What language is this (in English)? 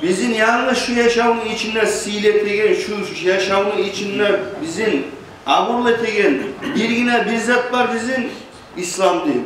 Kumyk